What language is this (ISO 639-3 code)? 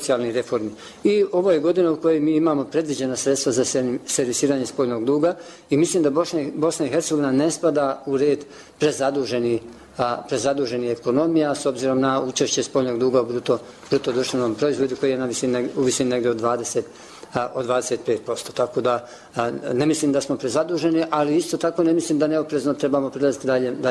bos